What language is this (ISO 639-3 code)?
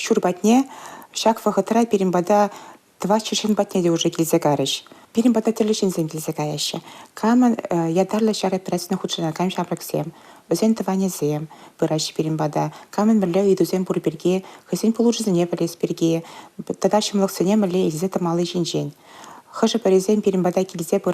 chv